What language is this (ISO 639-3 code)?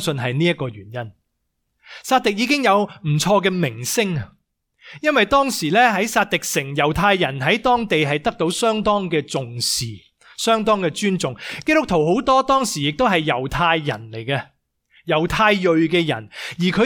yue